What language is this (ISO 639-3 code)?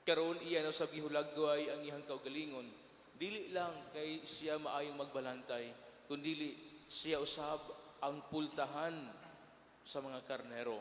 ceb